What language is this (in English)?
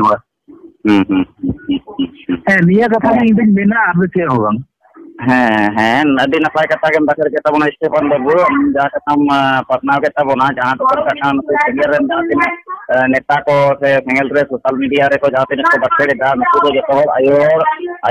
Santali